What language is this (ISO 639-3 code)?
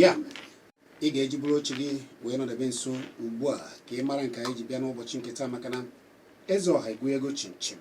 ibo